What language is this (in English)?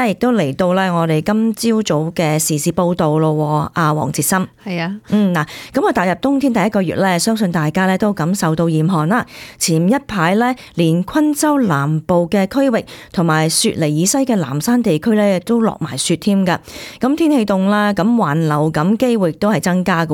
Cantonese